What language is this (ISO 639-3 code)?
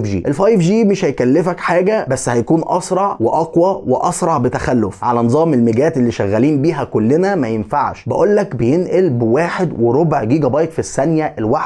arz